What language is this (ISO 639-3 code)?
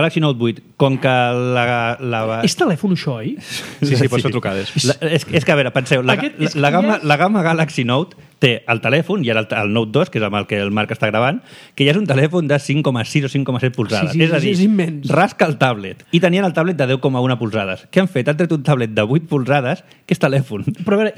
cat